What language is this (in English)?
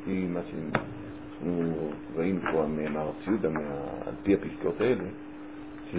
Hebrew